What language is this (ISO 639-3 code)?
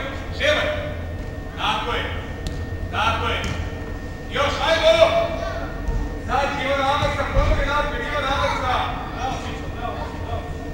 hrv